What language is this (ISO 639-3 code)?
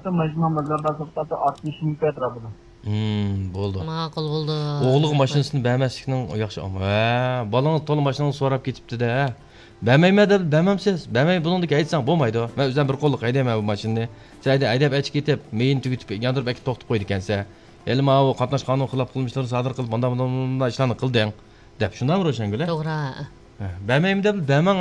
uig